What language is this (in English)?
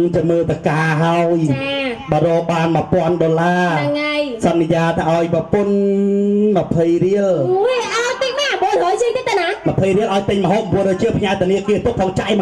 Khmer